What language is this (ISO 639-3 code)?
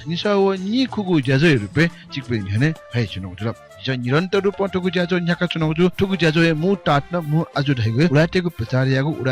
new